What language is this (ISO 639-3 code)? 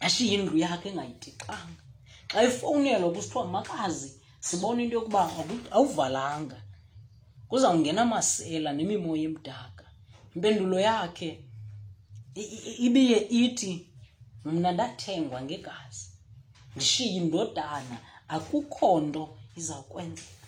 xho